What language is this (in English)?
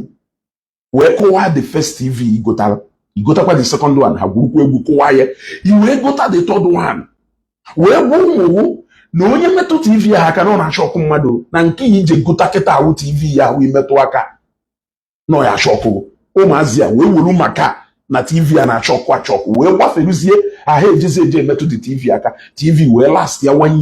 Igbo